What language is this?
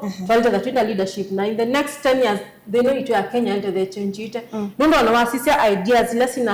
Kamba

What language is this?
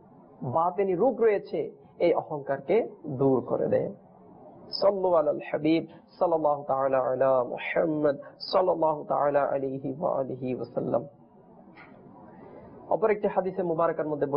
Bangla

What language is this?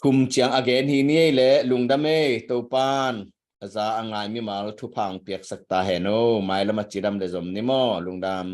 Tedim Chin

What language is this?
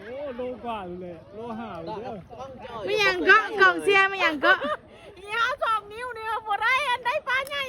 Lao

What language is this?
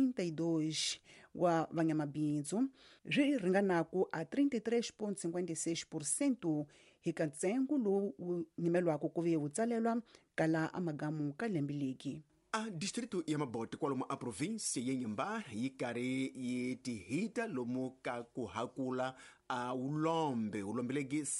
Tsonga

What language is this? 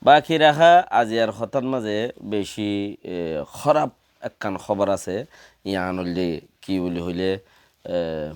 Rohingya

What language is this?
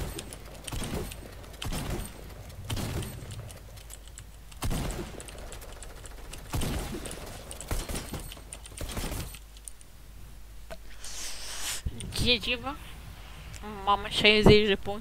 Romanian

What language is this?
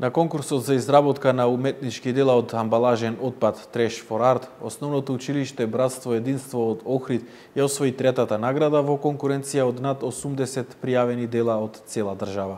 Macedonian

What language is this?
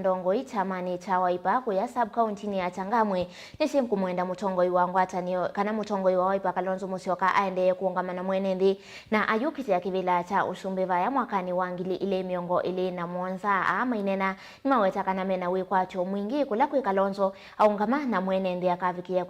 Kamba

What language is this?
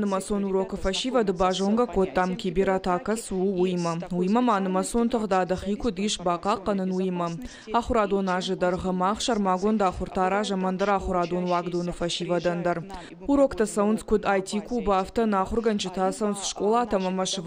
Ossetic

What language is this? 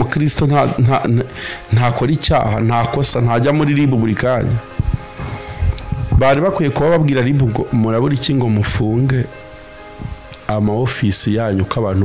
Kinyarwanda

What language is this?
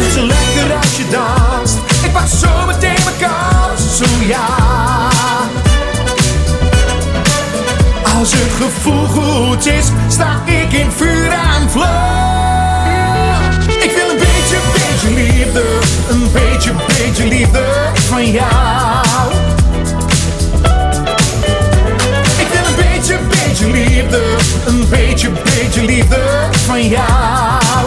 Dutch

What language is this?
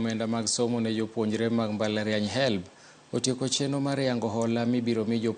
Luo (Kenya and Tanzania)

